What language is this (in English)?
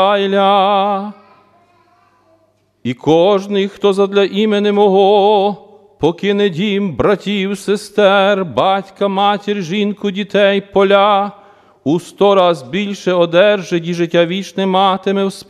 Ukrainian